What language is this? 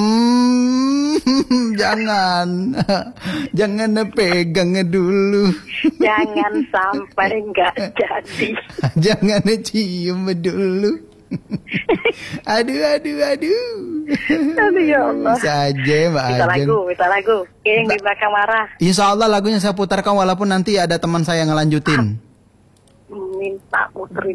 Indonesian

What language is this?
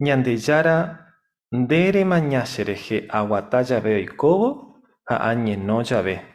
Guarani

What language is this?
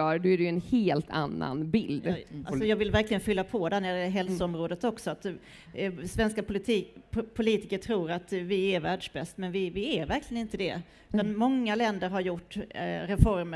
Swedish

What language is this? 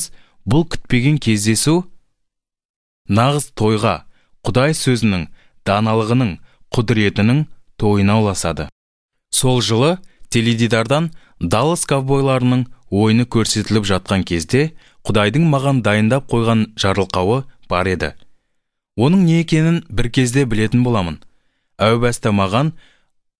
Kazakh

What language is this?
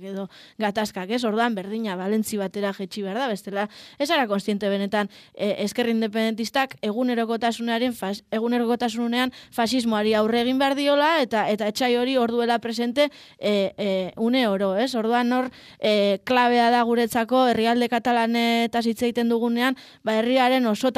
Basque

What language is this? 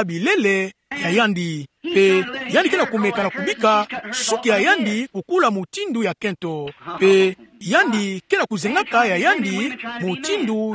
Kituba (Democratic Republic of Congo)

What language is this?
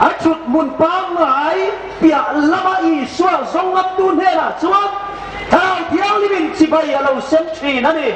Hmar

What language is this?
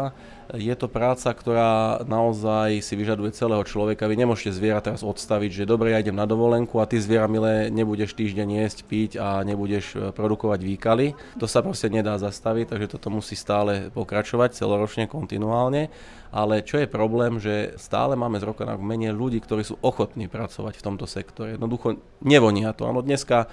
Slovak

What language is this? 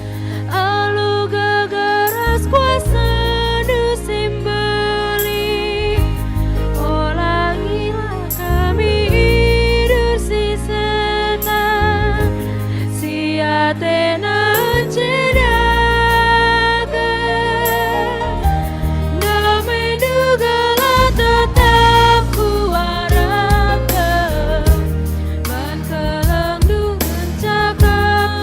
Batak Karo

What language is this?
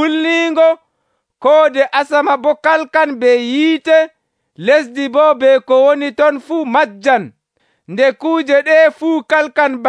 Nigerian Fulfulde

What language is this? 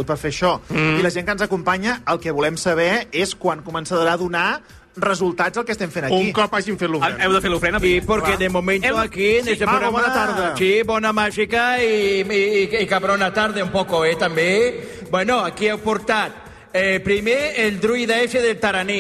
Catalan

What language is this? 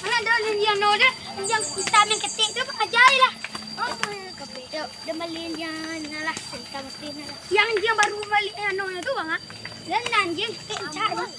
Minangkabau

